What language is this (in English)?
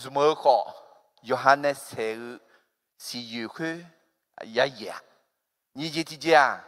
Akha